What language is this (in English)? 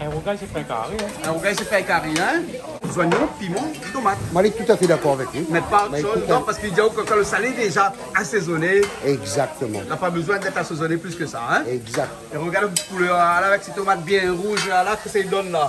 Réunion Creole French